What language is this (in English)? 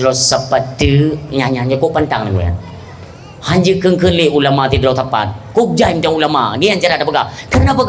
Achinese